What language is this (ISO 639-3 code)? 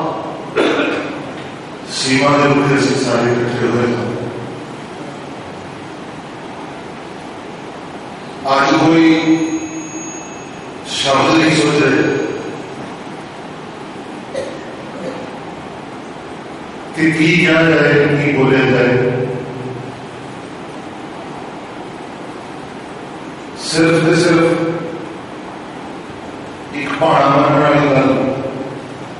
pan